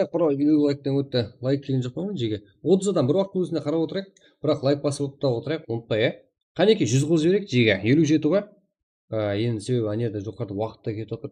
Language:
Kara-Kalpak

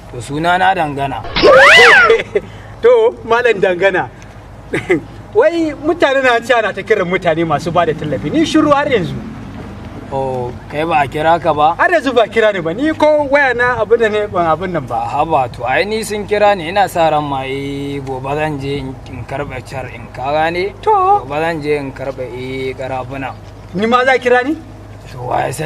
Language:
Hausa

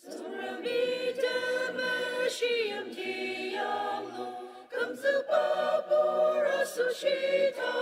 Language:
Ao Naga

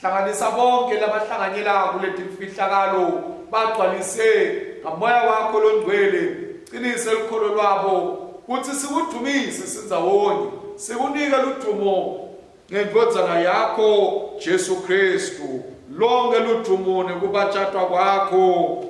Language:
Swati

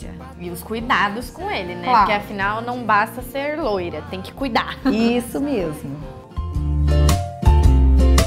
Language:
Portuguese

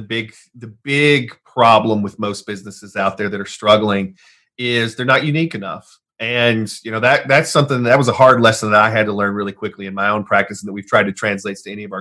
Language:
English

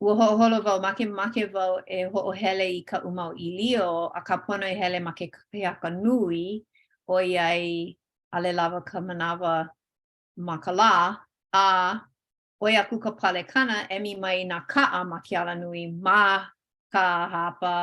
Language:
Hawaiian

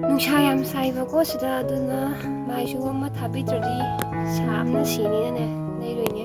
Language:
Manipuri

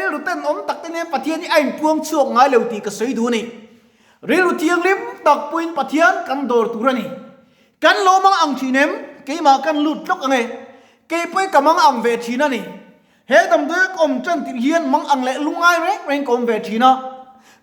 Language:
Mizo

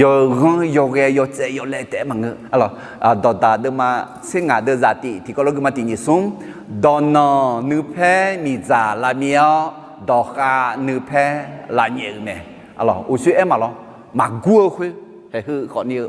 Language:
Akha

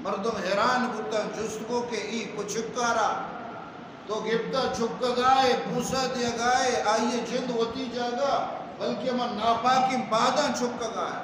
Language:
Eastern Balochi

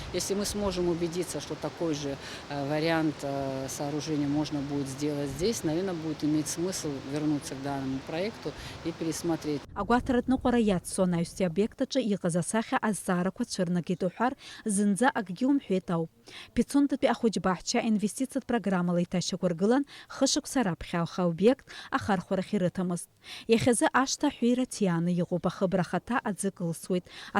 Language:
Abkhazian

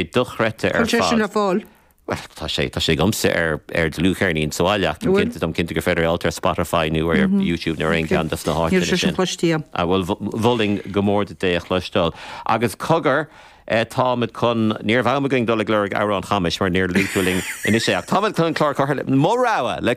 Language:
Irish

